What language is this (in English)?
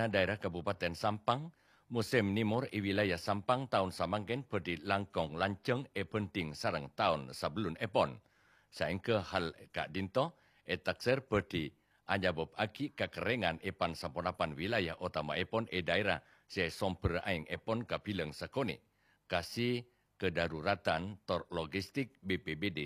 Madurese